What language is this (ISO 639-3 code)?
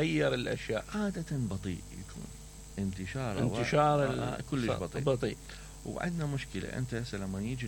acm